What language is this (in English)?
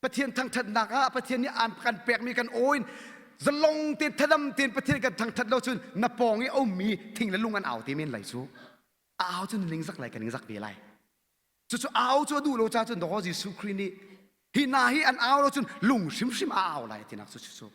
Hakha Chin